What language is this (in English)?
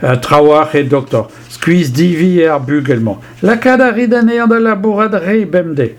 Breton